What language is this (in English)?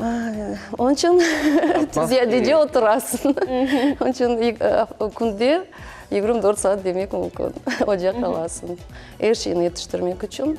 Crimean Tatar